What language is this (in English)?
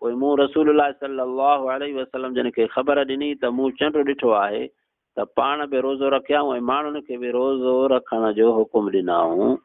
Sindhi